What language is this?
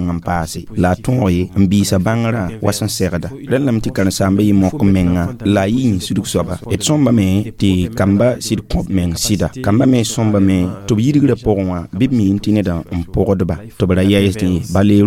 Mossi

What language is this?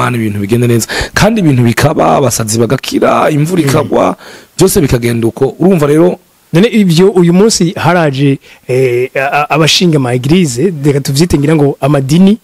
Rundi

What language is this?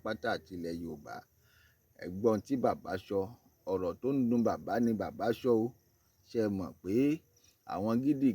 Yoruba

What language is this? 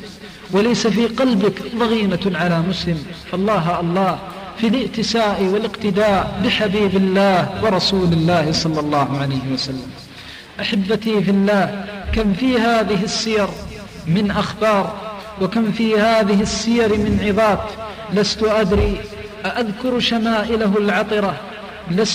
Arabic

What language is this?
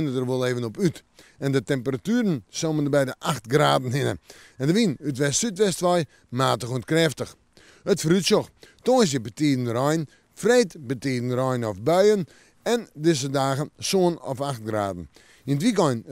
Western Frisian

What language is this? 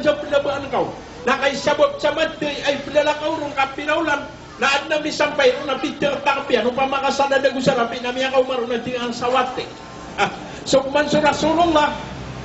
Maranao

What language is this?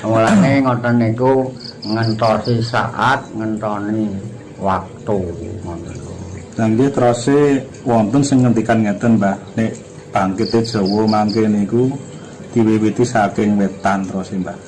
Javanese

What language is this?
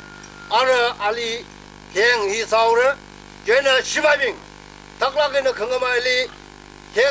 Tangkhul Naga (India)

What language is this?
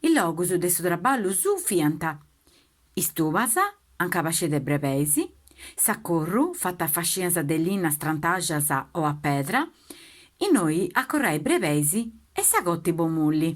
Sardinian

